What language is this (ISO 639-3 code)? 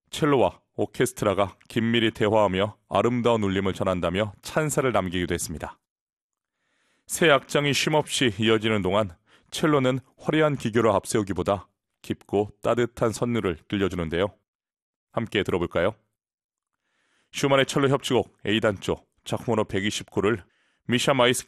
kor